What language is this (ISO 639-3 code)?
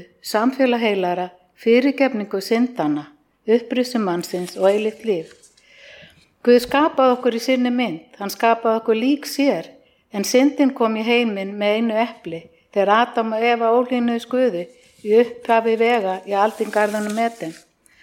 isl